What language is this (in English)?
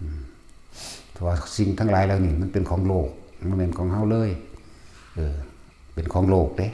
Lao